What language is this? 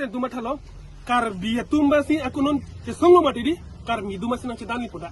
Karbi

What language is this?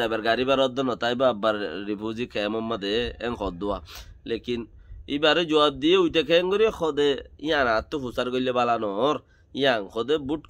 Rohingya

